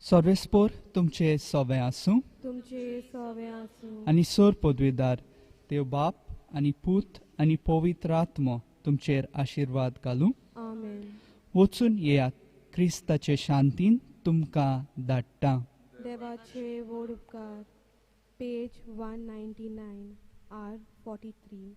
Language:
Konkani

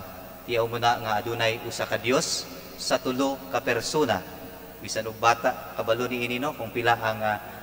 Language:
Cebuano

